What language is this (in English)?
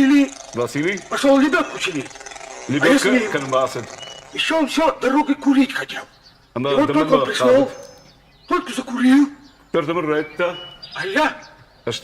Ossetic